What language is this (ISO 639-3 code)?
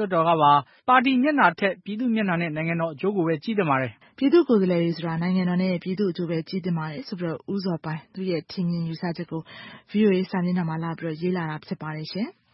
mya